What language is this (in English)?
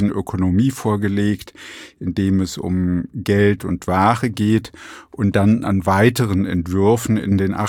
German